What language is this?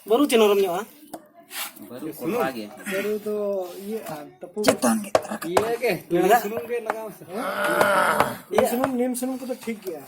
Santali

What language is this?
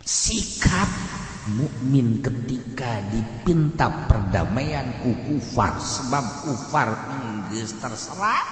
Sundanese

